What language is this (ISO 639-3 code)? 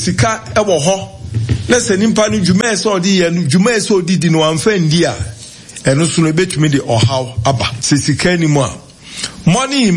aka